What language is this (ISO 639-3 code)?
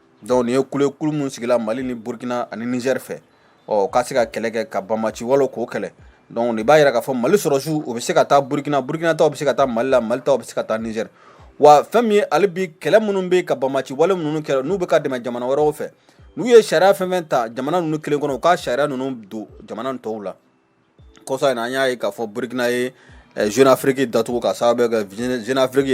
bam